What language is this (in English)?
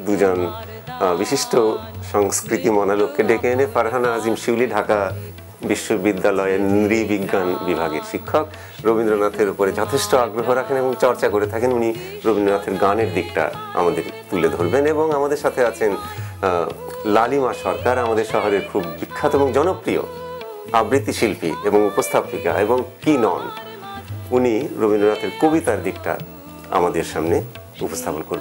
Bangla